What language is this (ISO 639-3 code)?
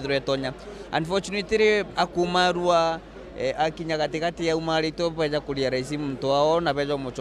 mer